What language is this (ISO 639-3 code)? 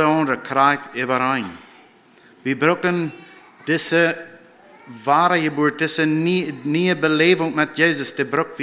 pdt